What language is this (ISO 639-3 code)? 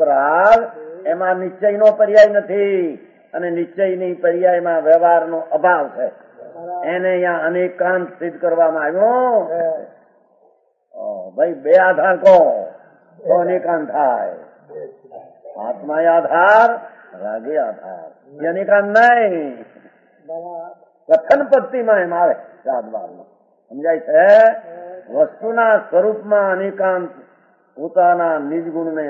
guj